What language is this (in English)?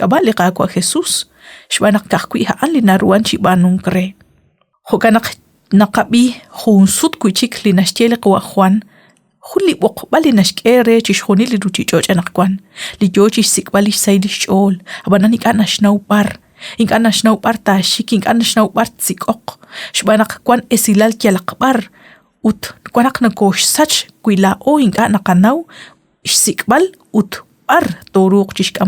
Kekchí